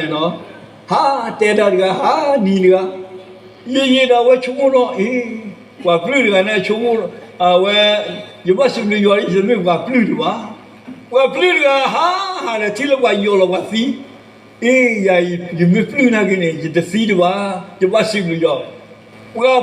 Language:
S'gaw Karen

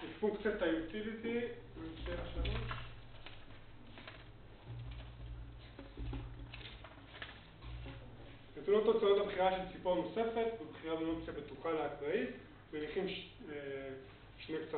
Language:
Hebrew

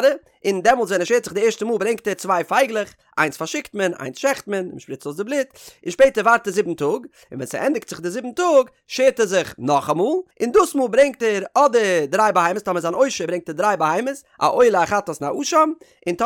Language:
Yiddish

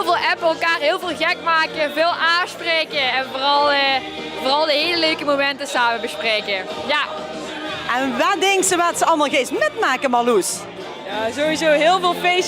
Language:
Limburgish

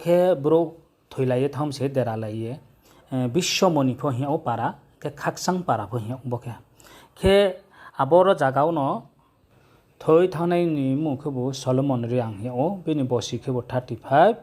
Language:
Riang (India)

